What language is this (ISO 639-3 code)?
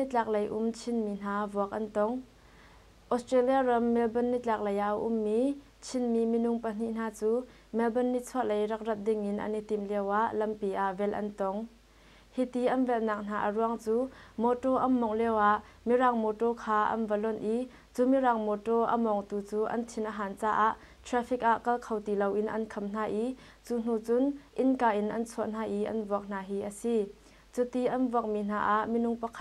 cnh